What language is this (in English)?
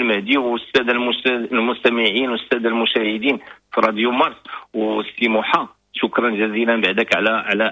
Moroccan Arabic